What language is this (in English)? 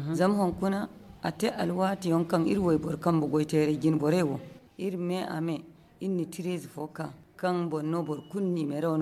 Zarma